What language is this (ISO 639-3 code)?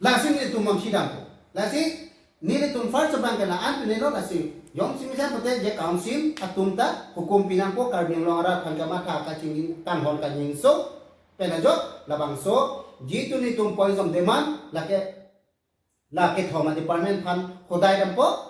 mjw